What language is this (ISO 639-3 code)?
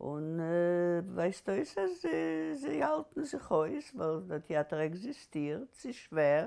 yid